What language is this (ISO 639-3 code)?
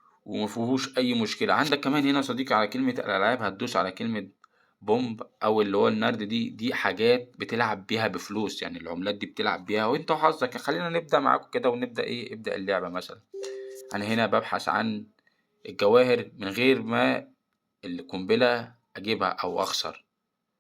arz